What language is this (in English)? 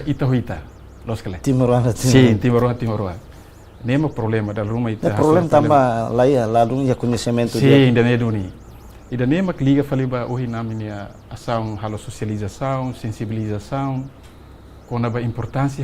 Tetum